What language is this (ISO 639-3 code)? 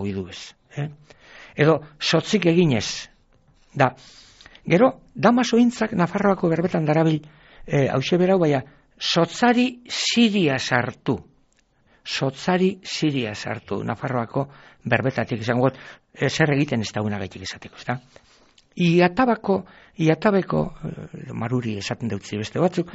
eus